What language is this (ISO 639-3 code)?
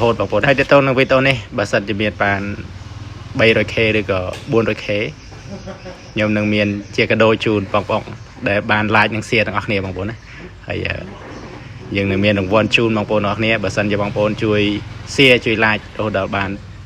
khm